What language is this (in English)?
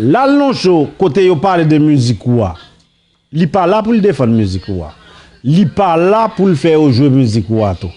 Haitian Creole